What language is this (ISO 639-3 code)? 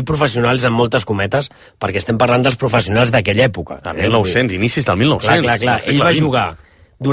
cat